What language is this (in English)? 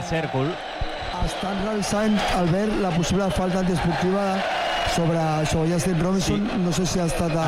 Catalan